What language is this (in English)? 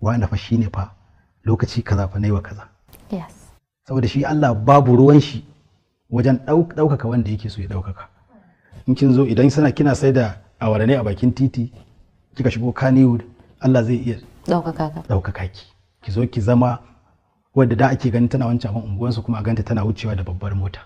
Hausa